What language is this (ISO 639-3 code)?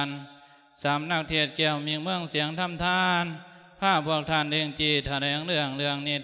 lao